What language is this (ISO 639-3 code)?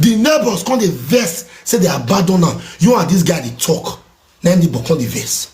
pcm